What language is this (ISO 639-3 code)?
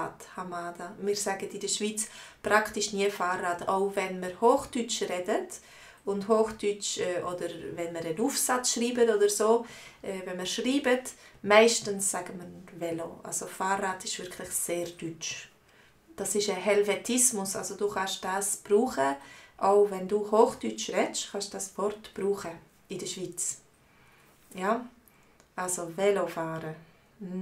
gsw